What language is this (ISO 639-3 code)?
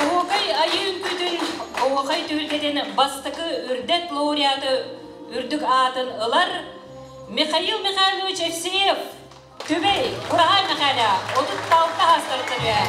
sah